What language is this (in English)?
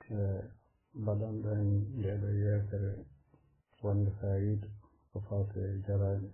Fula